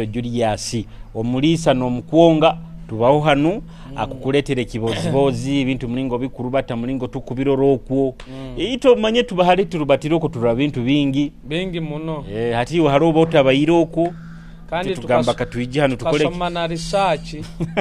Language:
Nyoro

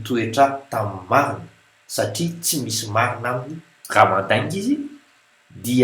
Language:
Malagasy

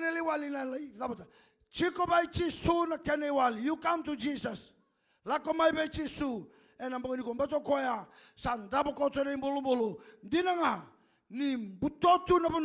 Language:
Fijian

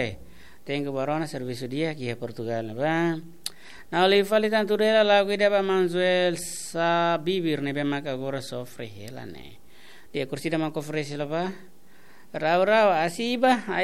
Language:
Tetum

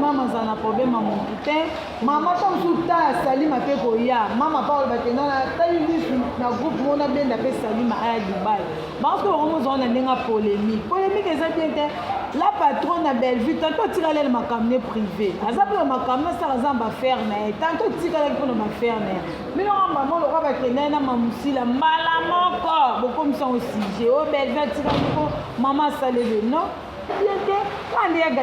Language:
Lingala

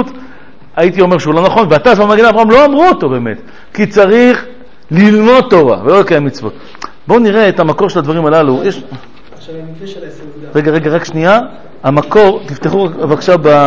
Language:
Hebrew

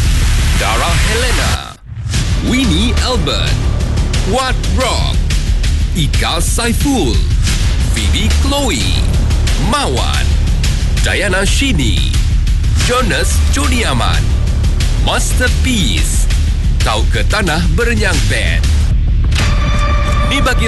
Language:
Iban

